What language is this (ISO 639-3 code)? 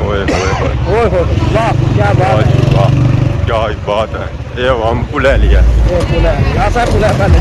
phr